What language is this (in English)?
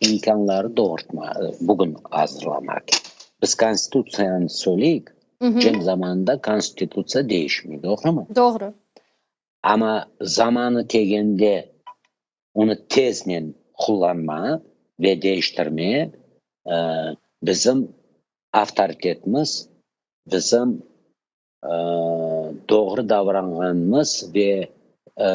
Crimean Tatar